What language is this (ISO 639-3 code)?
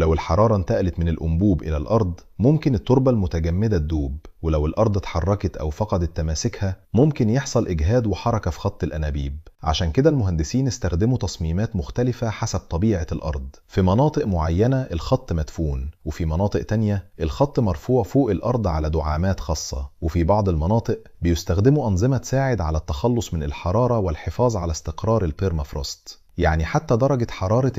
arz